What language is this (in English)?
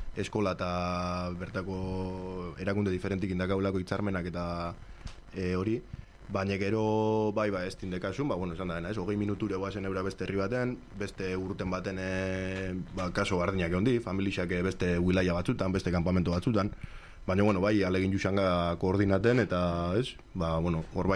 Basque